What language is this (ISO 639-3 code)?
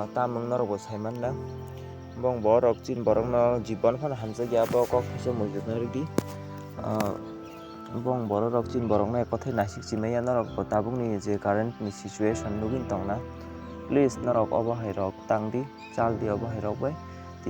trp